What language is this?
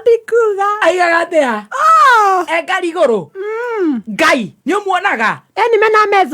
Kikuyu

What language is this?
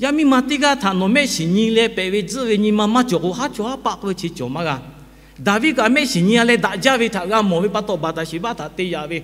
Lahu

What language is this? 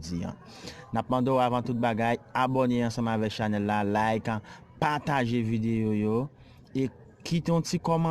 Haitian Creole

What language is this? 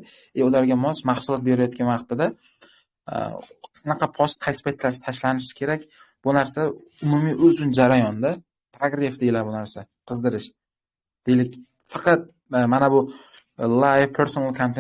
Uzbek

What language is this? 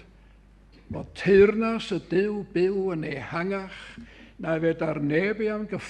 Welsh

